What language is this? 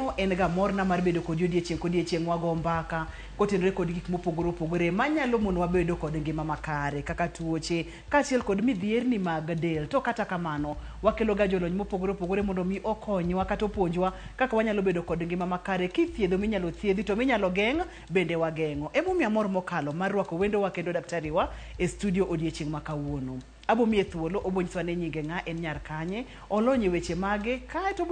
Luo (Kenya and Tanzania)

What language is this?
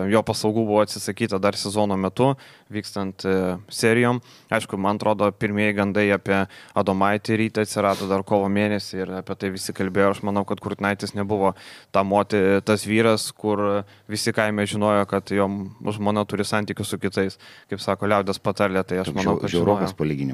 Lithuanian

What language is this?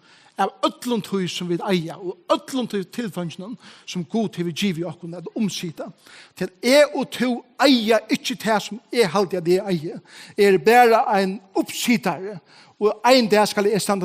Faroese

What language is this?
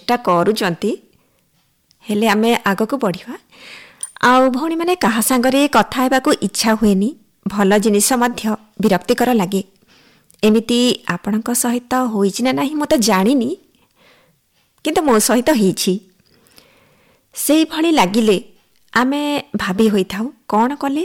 Odia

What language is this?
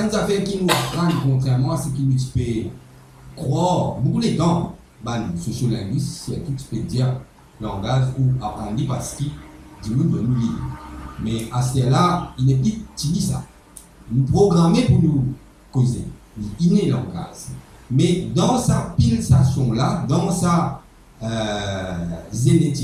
Morisyen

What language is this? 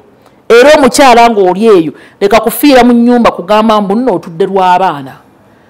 Ganda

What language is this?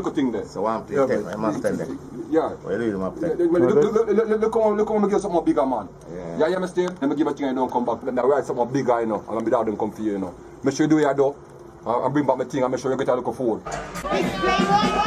Jamaican Creole English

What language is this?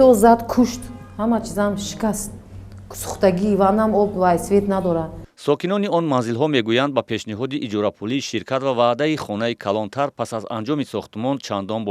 Tajik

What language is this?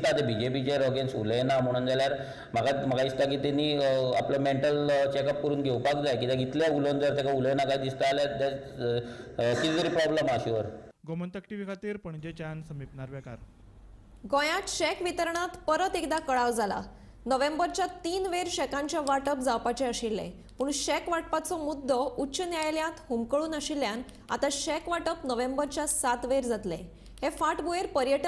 Konkani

